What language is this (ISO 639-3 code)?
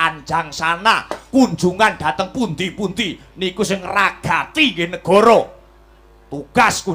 jav